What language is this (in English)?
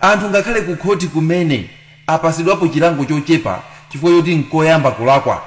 Nyanja